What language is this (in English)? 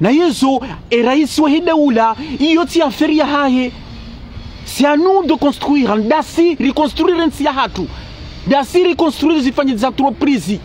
Ngazidja Comorian